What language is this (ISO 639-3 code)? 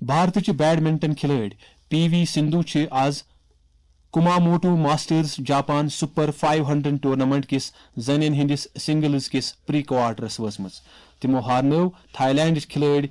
kas